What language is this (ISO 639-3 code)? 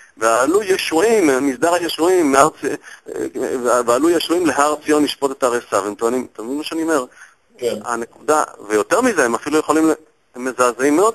heb